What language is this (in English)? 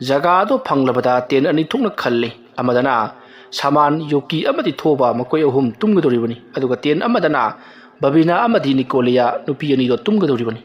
Manipuri